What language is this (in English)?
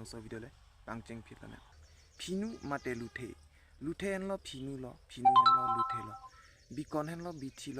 Karbi